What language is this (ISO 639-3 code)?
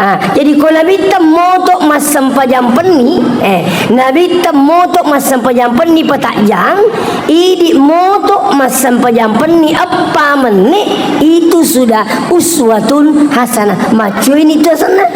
bug